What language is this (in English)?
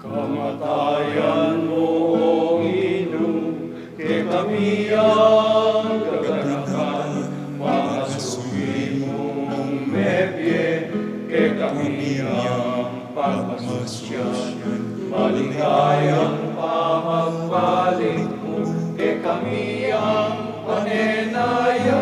Pampanga